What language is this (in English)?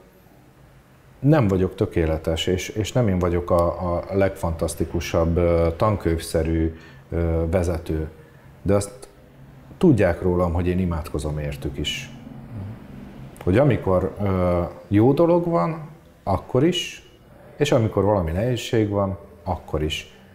Hungarian